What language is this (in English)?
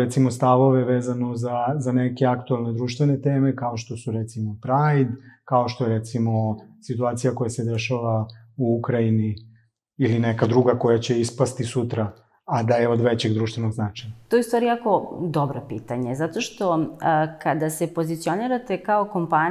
Serbian